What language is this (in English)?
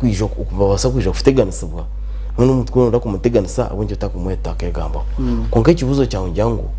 Nyankole